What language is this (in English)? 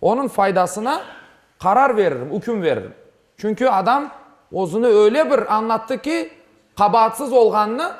Crimean Tatar